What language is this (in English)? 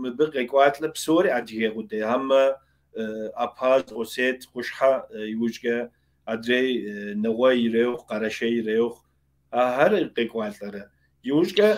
Kabardian